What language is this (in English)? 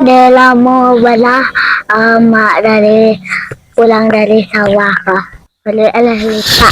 Minangkabau